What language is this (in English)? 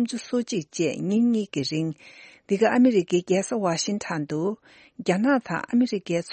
Tibetan